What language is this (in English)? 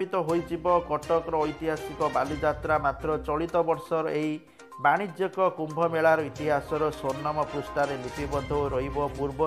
Odia